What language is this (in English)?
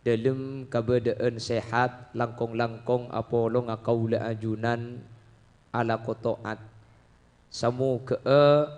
Madurese